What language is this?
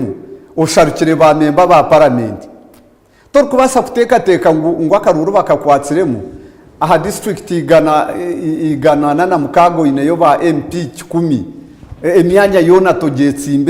Nyankole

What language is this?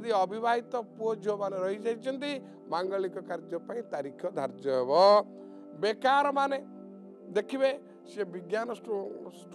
Odia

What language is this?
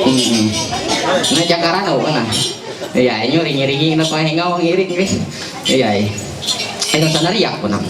Ma'anyan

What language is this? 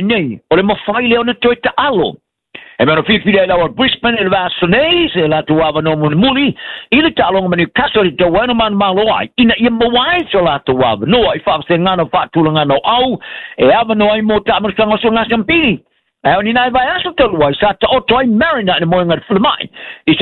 Samoan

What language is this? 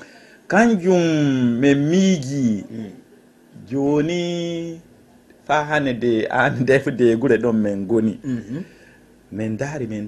Fula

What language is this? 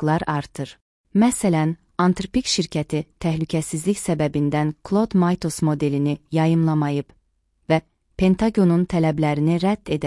Azerbaijani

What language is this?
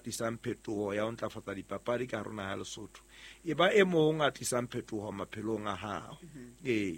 Southern Sotho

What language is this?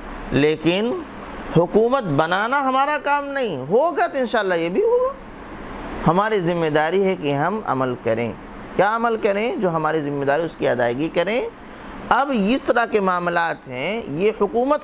Urdu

